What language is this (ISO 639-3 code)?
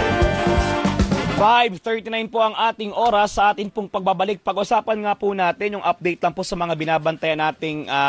fil